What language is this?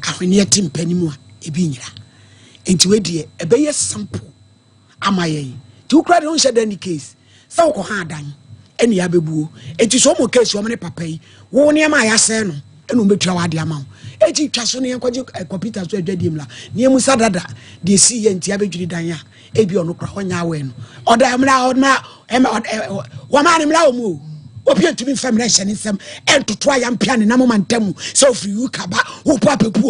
Akan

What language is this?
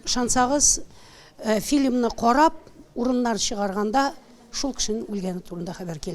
Tatar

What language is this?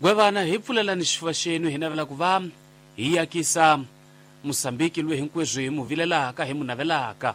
Tsonga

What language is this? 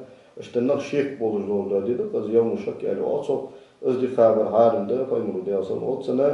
Ingush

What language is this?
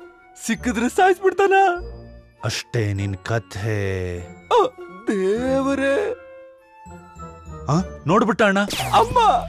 Kannada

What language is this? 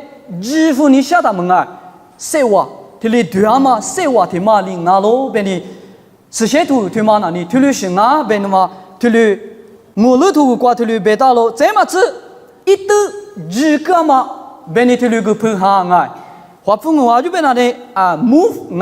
Lisu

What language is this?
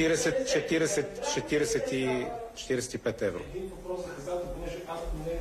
Bulgarian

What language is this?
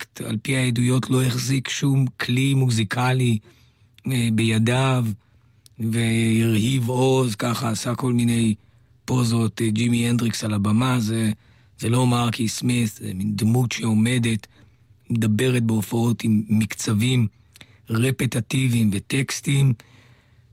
Hebrew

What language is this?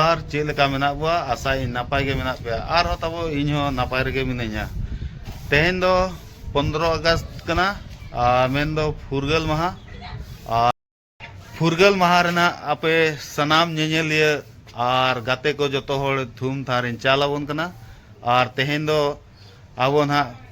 Santali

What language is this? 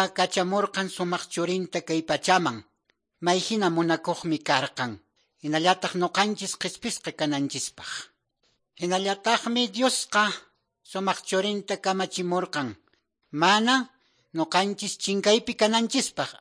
Quechua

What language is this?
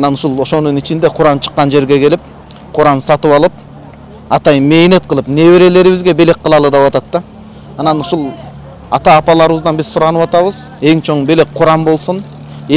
Kyrgyz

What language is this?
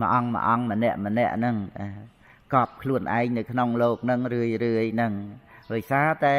Khmer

